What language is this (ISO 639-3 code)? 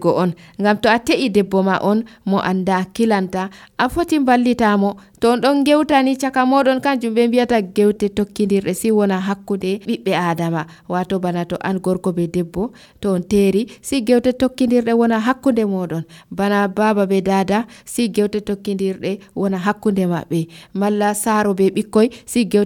fuv